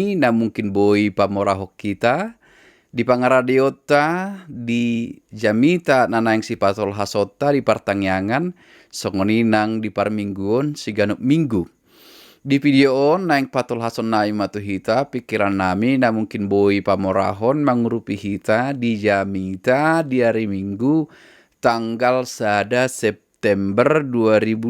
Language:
Batak Toba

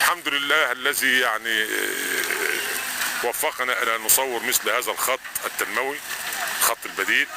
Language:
Egyptian Arabic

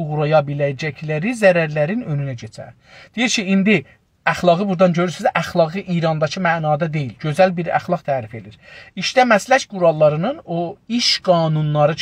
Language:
South Azerbaijani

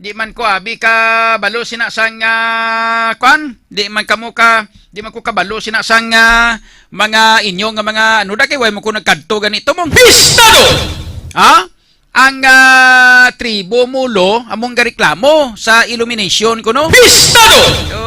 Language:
Hiligaynon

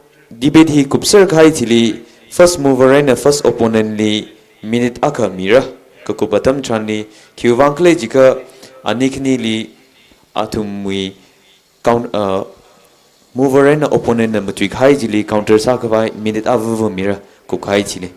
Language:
Tangkhul Naga (India)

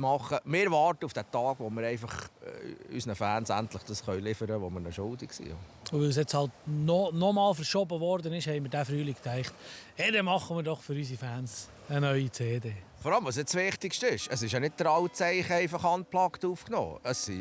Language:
Swiss German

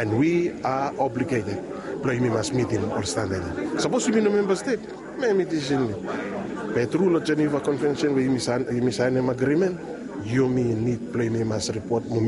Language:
Bislama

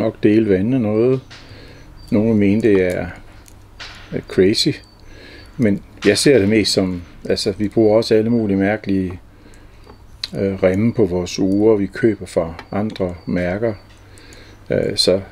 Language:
Danish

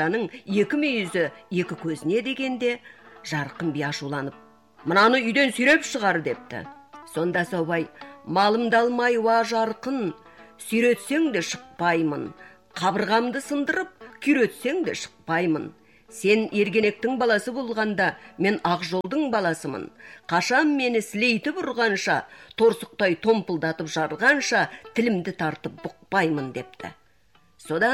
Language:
Kazakh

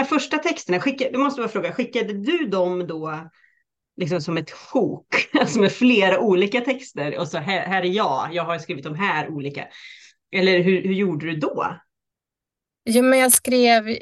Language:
Swedish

